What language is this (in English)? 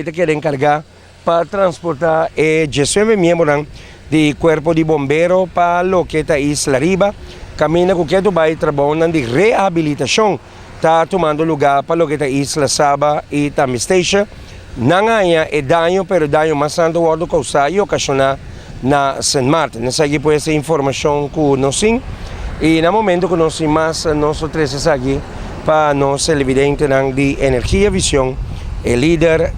Papiamento